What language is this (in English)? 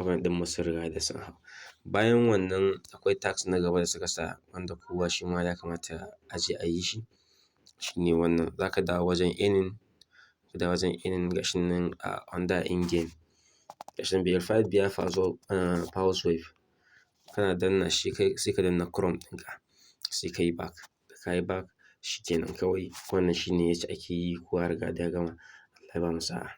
Hausa